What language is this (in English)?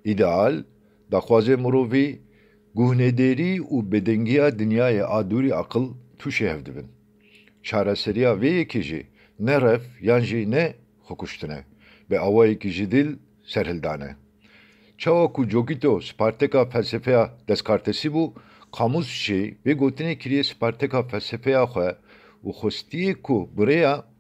Kurdish